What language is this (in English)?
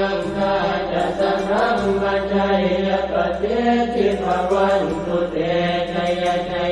Pali